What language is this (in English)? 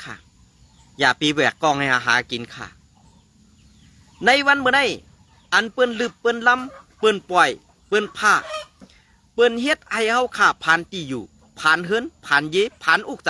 Shan